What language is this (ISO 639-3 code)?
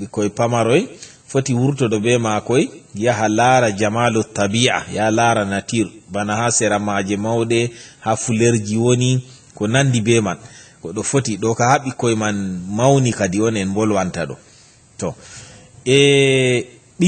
ful